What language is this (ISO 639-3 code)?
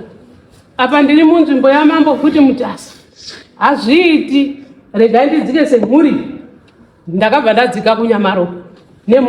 sna